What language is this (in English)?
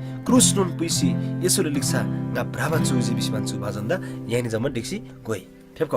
Eastern Tamang